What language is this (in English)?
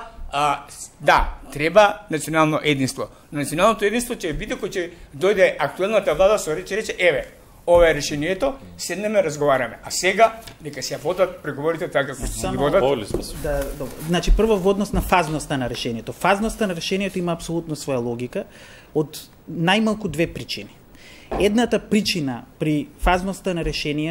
Macedonian